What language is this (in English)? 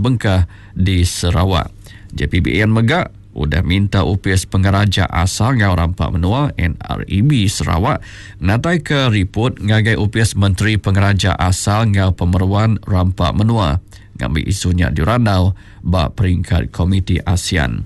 Iban